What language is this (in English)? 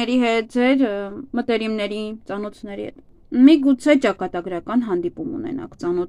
Armenian